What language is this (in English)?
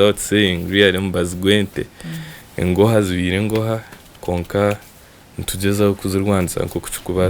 Nyankole